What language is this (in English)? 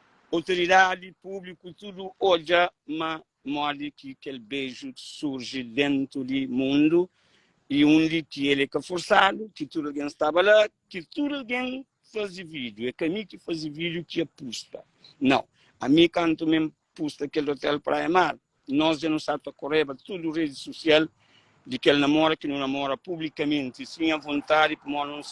Kabuverdianu